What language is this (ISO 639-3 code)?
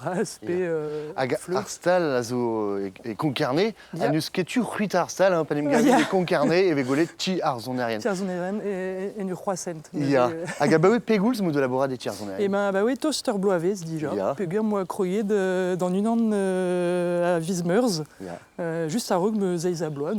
bre